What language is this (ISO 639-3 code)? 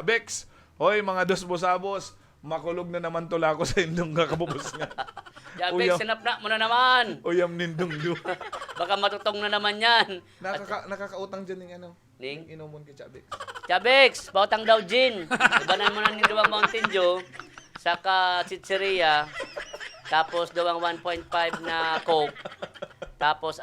bik